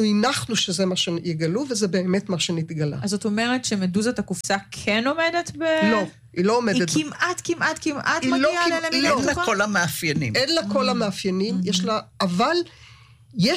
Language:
Hebrew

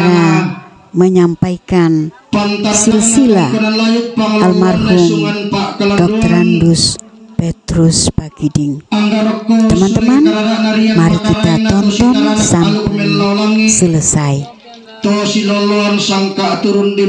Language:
Toraja-Sa'dan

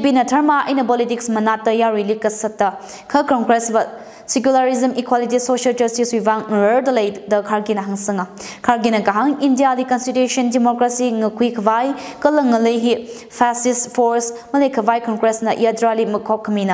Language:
Tangkhul Naga (India)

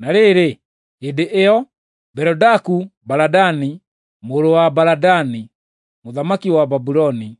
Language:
Kikuyu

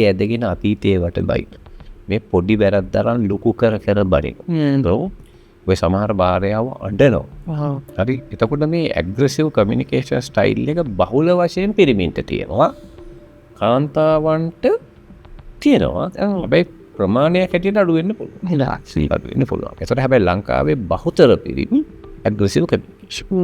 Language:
Sinhala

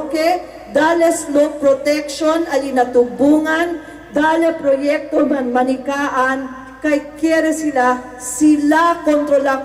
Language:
Chavacano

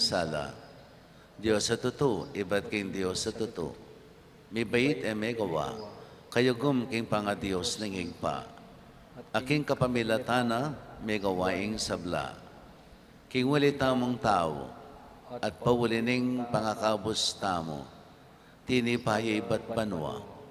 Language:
Pampanga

